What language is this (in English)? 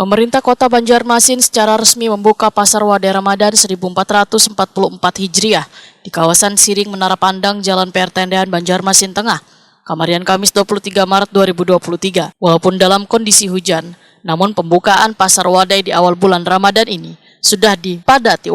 Banjar